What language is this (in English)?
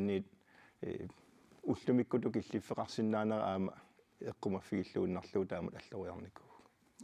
Kalaallisut